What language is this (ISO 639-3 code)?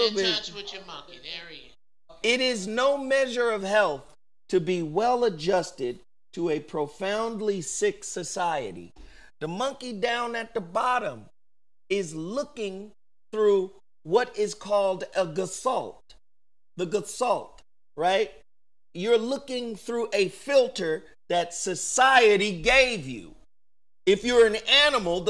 eng